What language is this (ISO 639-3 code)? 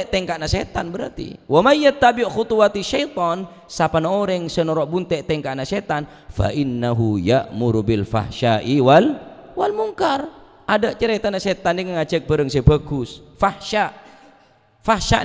mad